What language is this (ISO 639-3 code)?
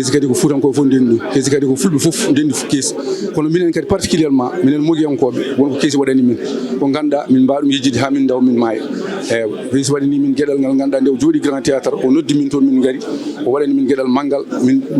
ful